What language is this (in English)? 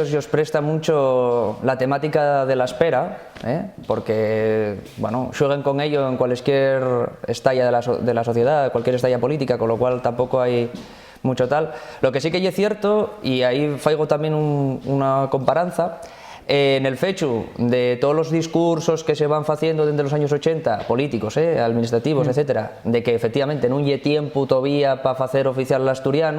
Asturian